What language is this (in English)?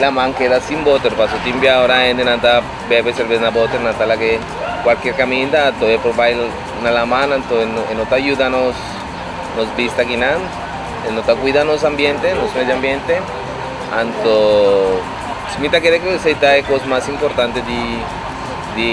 Papiamento